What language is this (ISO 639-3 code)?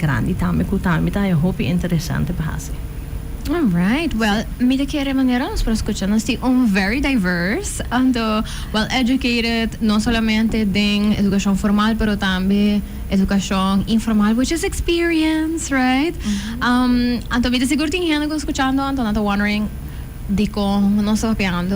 pap